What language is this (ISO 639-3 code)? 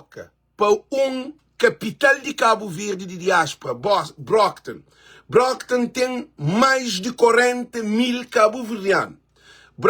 kea